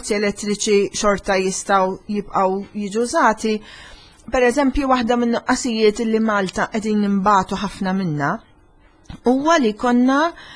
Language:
Maltese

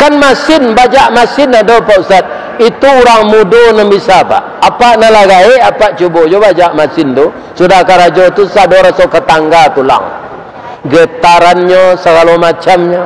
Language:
Minangkabau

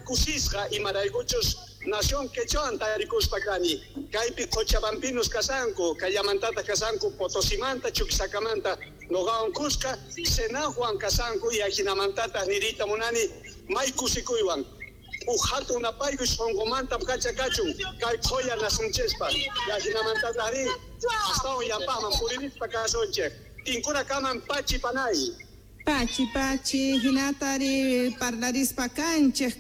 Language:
South Bolivian Quechua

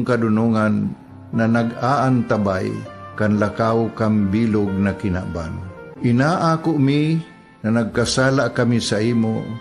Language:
Bikol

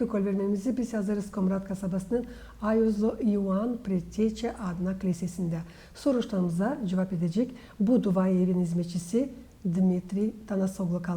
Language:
Gagauz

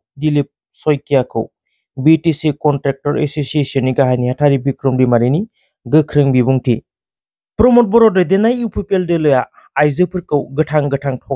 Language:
Bodo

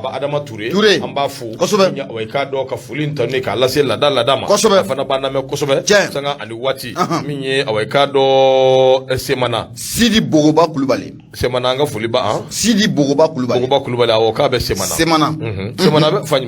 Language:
Bambara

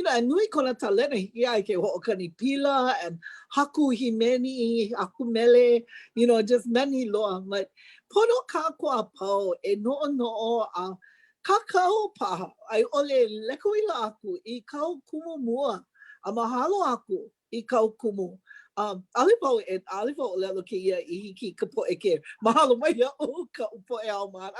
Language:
Hawaiian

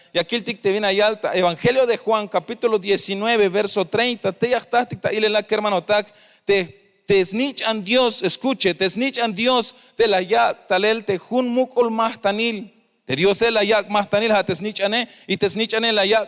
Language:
Tzeltal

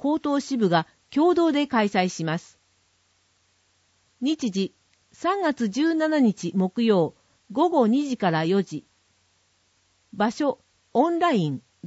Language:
Japanese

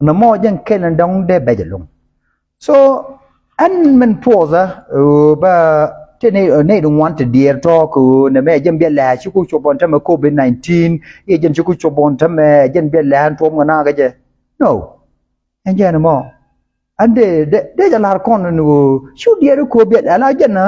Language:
Nuer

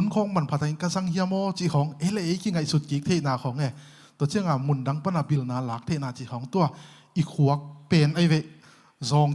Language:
Tedim Chin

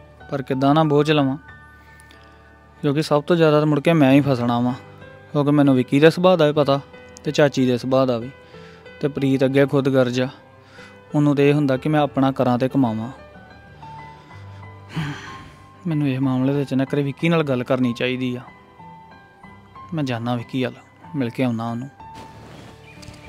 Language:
Punjabi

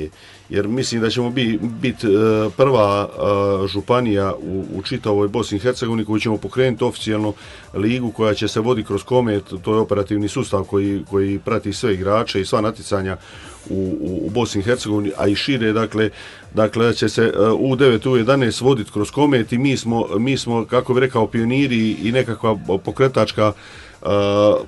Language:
Croatian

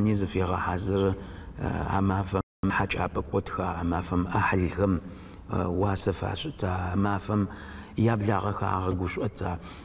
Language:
Adyghe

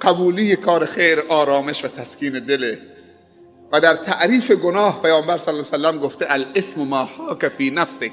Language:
Persian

